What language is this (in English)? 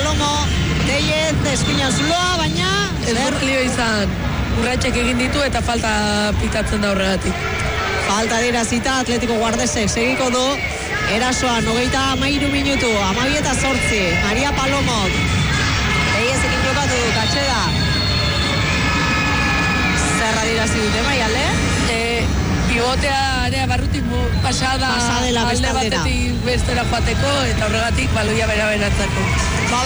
Basque